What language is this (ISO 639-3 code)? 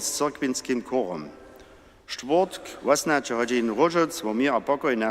hsb